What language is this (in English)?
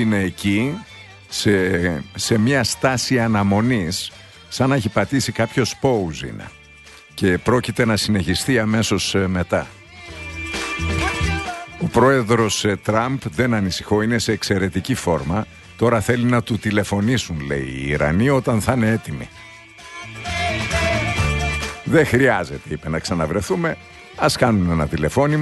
Greek